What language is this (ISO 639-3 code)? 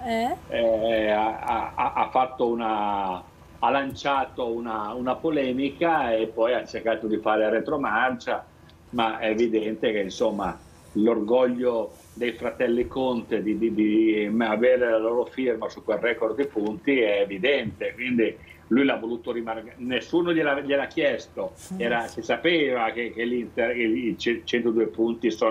ita